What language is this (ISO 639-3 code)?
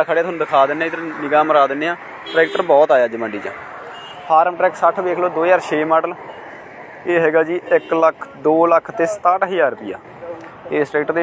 pan